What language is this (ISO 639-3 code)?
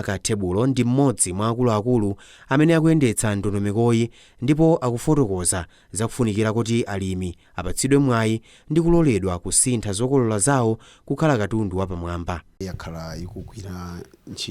nya